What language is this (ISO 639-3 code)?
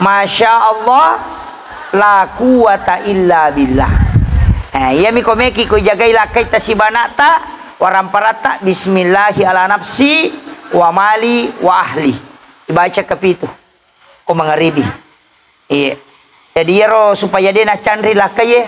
bug